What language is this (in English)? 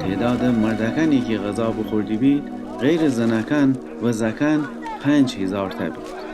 Gilaki